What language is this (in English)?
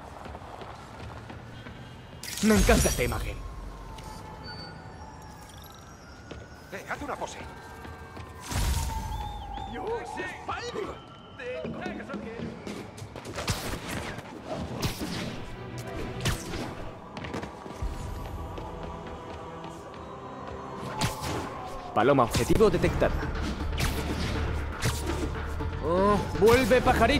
Spanish